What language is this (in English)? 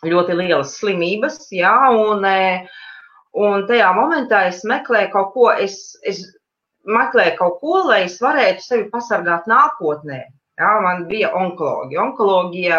Latvian